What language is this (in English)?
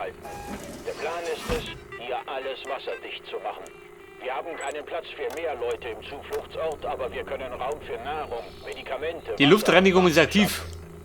Bavarian